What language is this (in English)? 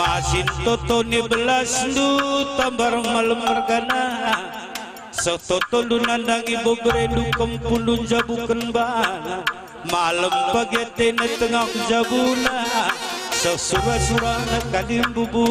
Batak Karo